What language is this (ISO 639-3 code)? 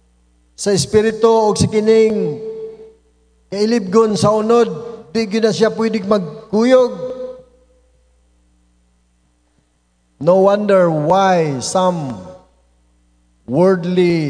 ceb